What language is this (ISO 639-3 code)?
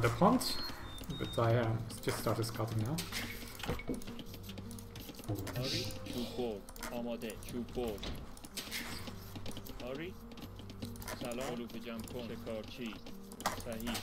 fas